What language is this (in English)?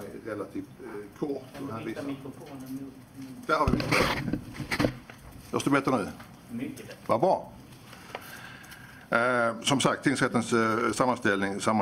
Swedish